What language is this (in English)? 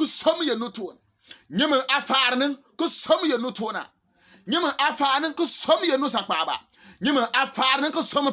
Bimoba